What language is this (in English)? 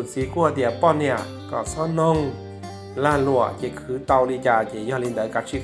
Hmong